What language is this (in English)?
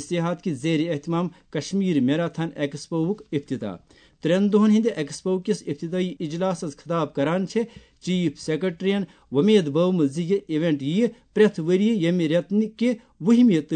Kashmiri